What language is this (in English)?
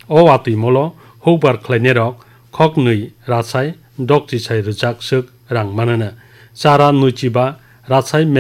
Kok Borok